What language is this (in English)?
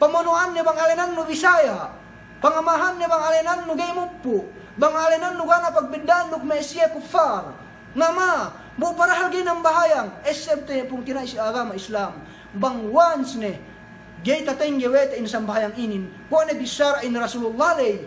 Yakan